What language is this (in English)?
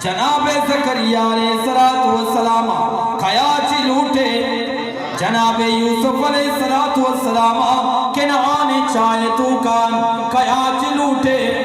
Eastern Balochi